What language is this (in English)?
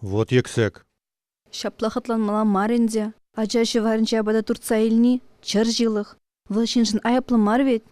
Chuvash